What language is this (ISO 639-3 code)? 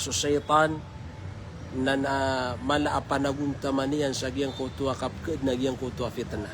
mrw